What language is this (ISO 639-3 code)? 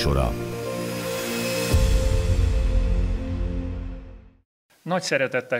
hun